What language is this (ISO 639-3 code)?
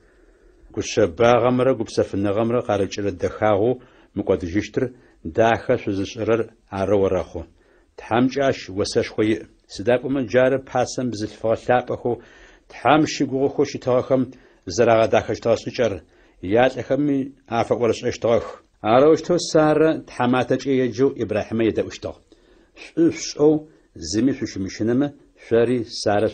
ady